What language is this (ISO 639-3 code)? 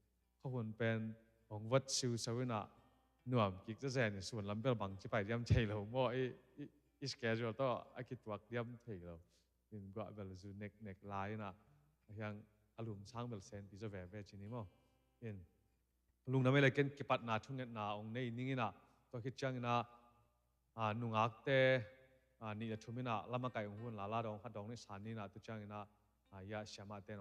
ctd